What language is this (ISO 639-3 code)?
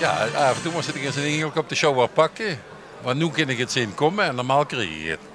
lim